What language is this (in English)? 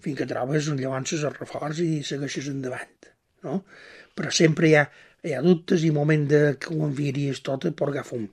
Catalan